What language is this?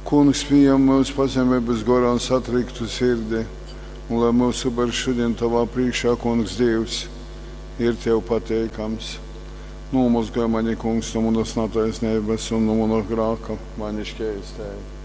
Latgalian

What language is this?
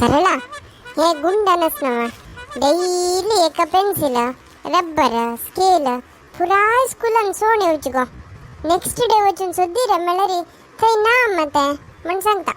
Konkani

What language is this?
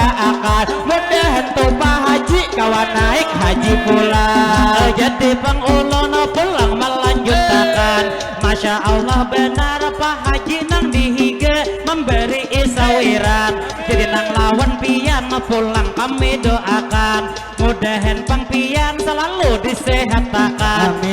Banjar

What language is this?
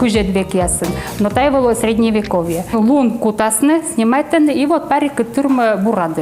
Komi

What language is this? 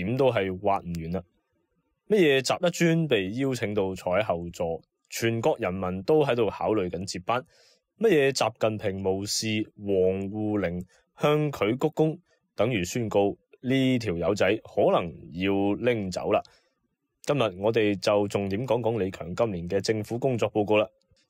Cantonese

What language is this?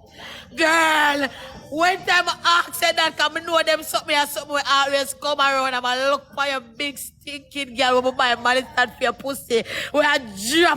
Jamaican Creole English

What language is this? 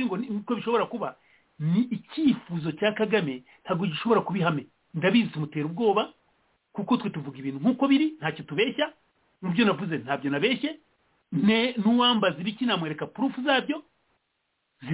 Kinyarwanda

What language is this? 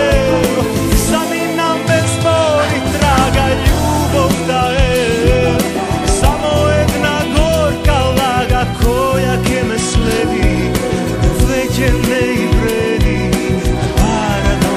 Serbian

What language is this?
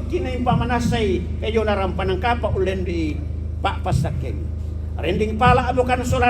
Toraja-Sa'dan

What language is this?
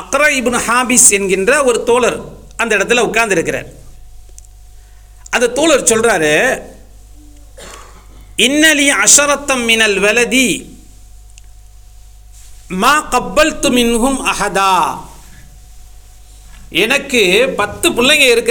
Tamil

